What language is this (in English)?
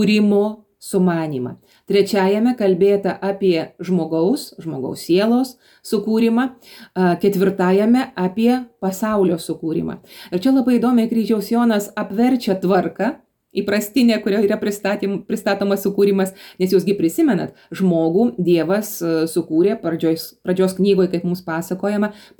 Lithuanian